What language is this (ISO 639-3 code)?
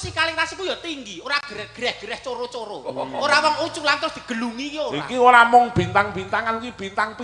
jav